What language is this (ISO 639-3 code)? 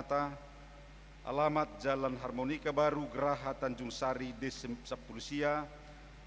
bbc